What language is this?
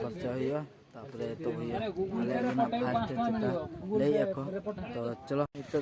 Santali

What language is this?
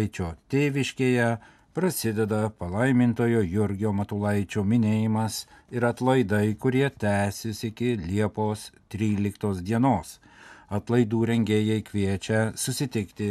Lithuanian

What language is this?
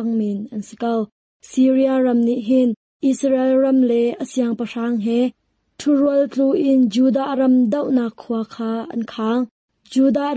Hakha Chin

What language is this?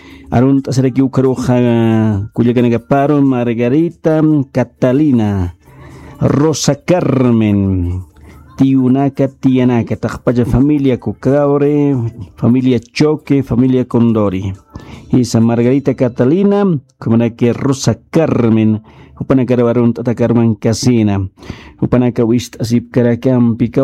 Aymara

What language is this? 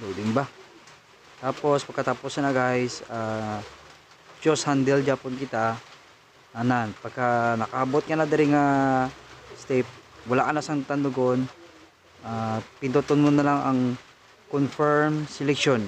Hiligaynon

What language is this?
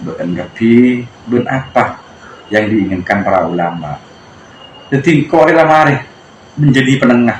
Madurese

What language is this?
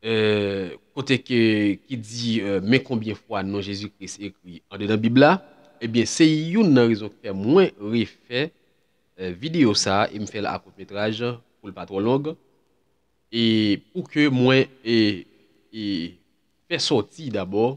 Haitian Creole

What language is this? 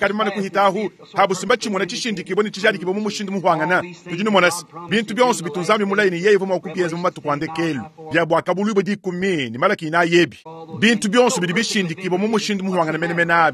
Luba-Lulua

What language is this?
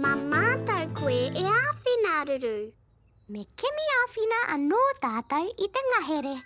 Māori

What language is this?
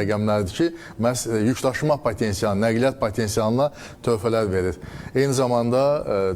Azerbaijani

